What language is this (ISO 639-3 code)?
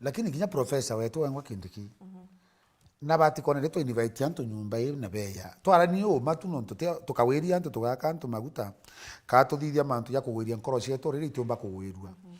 mer